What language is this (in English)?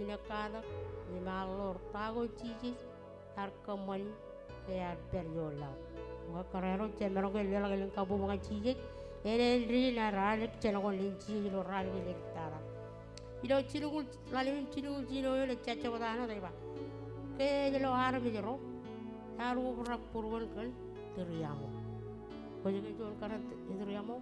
Marshallese